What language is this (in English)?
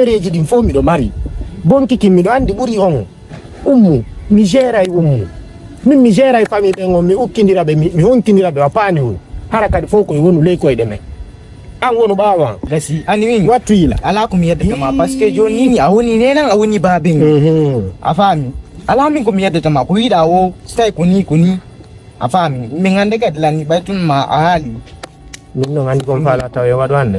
Fula